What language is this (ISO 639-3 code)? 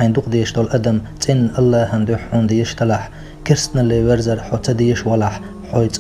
che